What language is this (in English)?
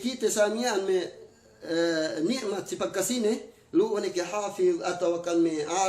Yakan